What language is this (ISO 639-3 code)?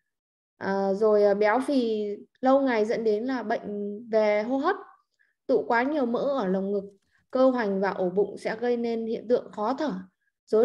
vie